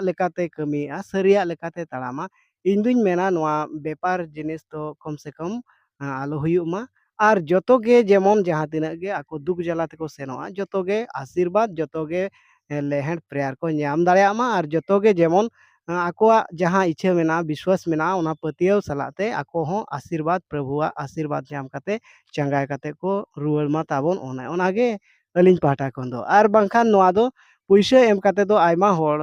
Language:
Santali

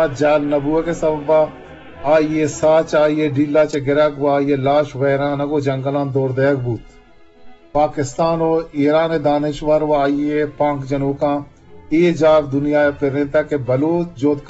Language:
Eastern Balochi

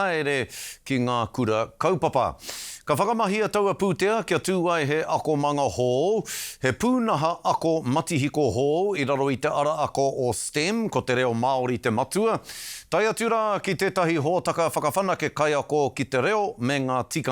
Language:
Māori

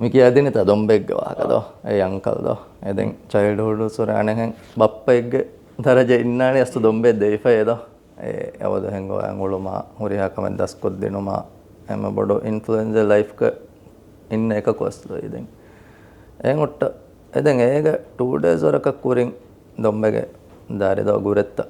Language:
Divehi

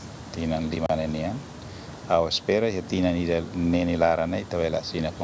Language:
Tetum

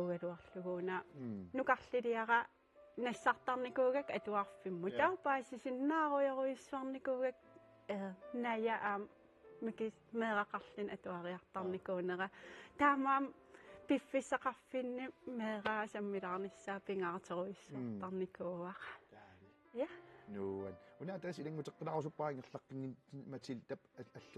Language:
Kalaallisut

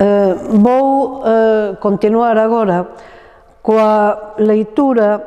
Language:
Galician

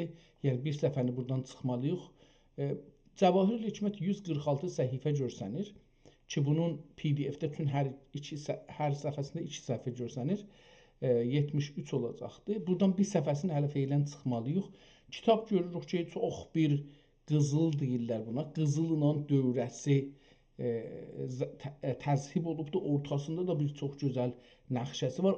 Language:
South Azerbaijani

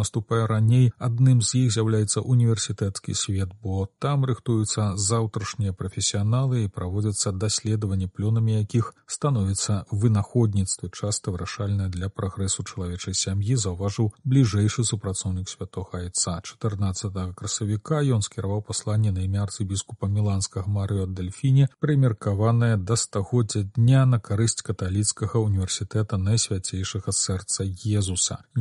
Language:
Belarusian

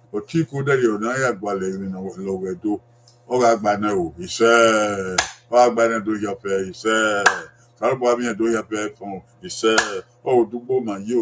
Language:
Bini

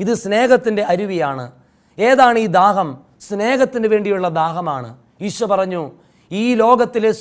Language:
Malayalam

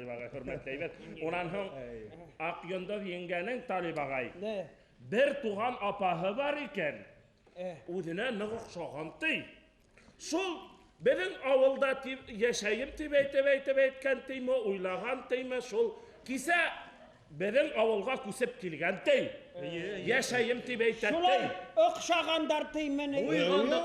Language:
Bashkir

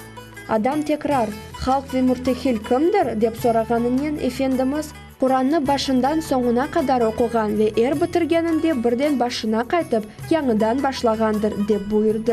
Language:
Crimean Tatar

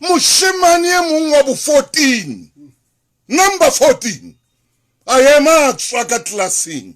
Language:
Southern Sotho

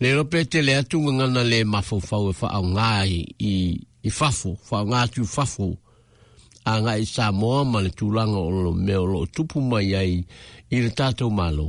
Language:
Samoan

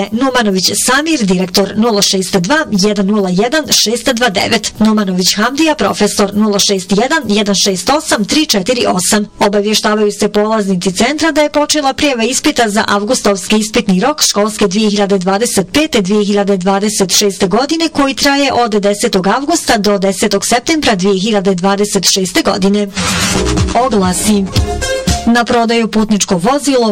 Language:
Bosnian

